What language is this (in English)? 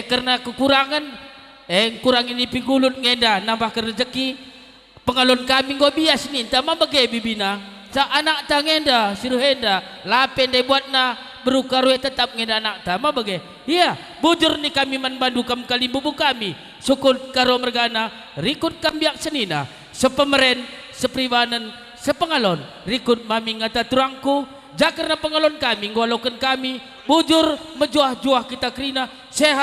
Batak Karo